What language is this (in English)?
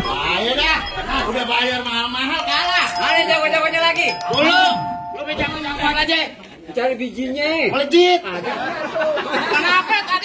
Betawi